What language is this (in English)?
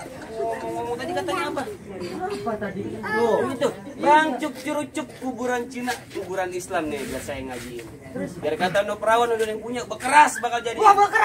Betawi